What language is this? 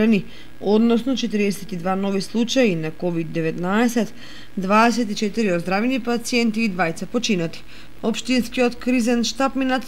Macedonian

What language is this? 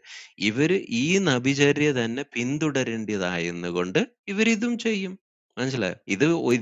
Malayalam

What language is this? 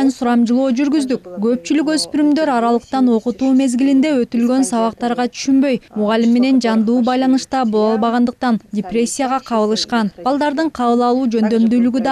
Kyrgyz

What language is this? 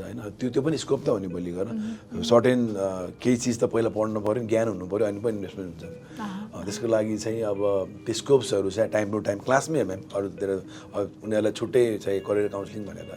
Nepali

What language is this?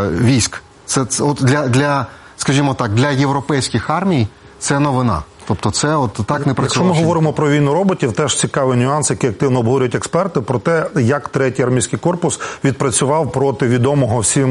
Ukrainian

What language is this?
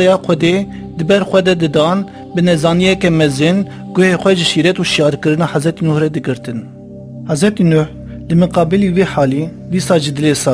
Kurdish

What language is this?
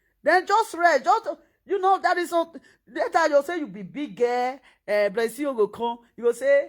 Nigerian Pidgin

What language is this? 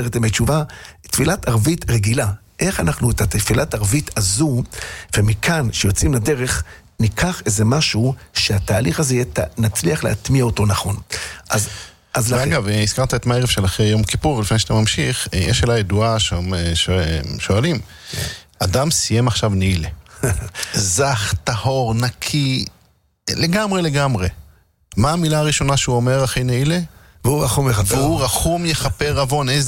Hebrew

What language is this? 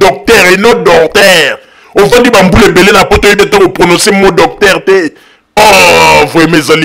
Lingala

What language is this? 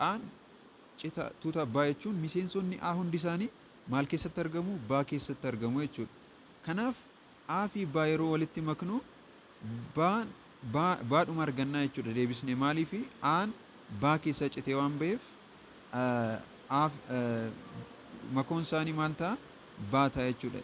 Oromo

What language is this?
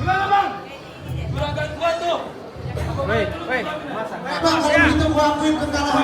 Betawi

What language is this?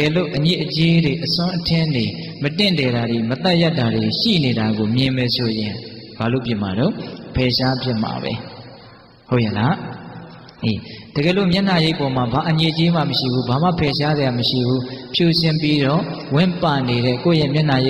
Burmese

